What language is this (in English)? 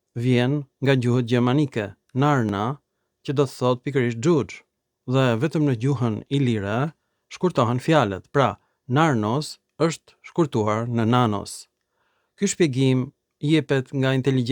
Albanian